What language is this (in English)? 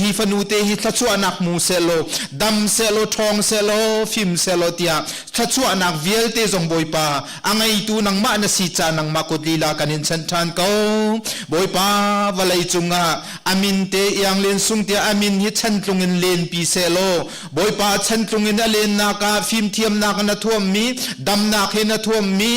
Hakha Chin